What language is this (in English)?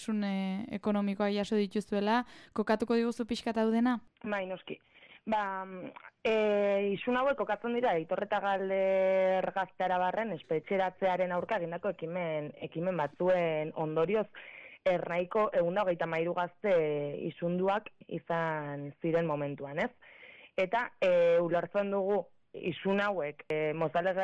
Basque